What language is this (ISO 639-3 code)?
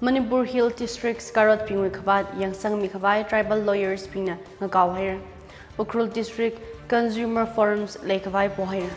nmf